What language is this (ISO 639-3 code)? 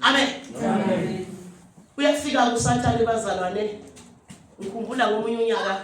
zul